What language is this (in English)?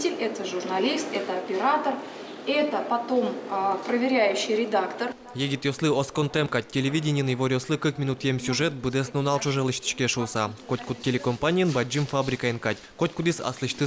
Udmurt